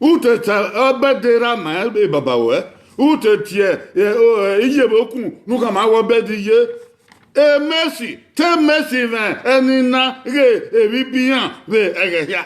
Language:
Bini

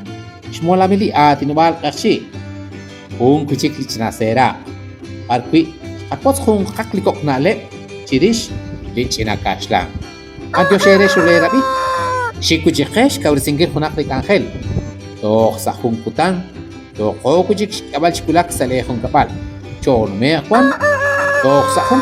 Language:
Kekchí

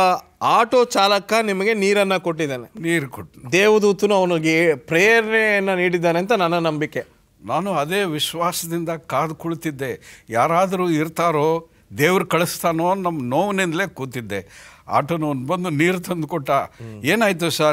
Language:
Kannada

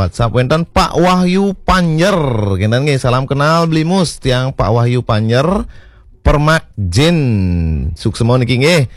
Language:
Balinese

